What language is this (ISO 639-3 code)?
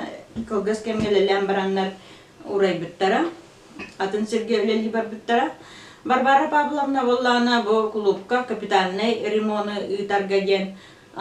sah